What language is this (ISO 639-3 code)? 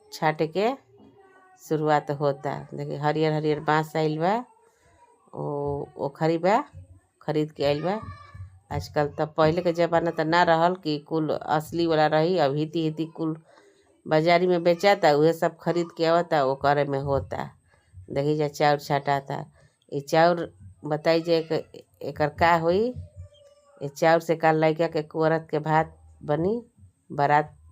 bho